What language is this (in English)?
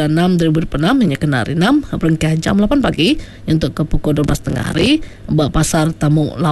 Iban